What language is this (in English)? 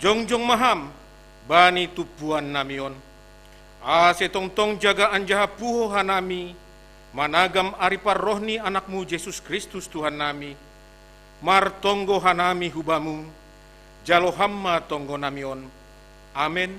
Batak Simalungun